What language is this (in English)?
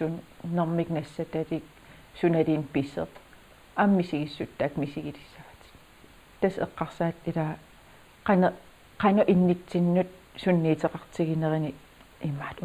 Kalaallisut